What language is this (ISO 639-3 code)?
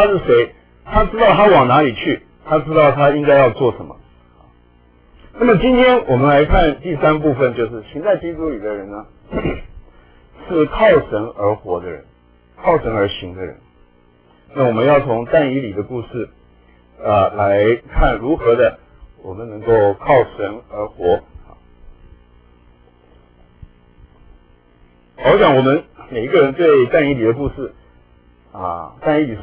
zho